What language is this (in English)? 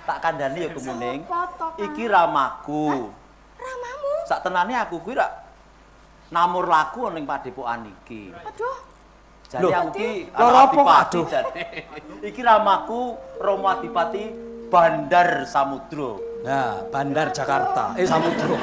Javanese